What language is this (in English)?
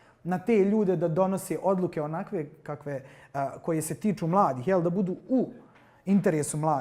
Bosnian